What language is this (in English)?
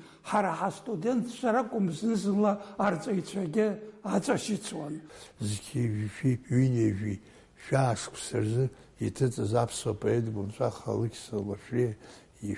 Abkhazian